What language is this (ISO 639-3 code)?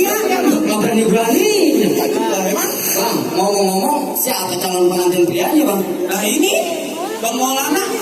bew